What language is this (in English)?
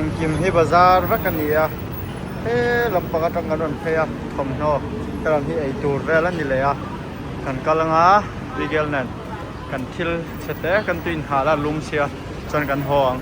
Mizo